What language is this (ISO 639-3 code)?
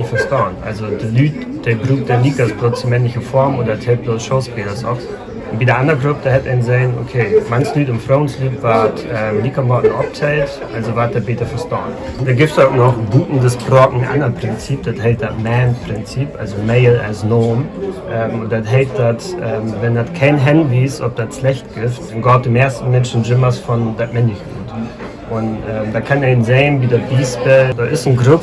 nds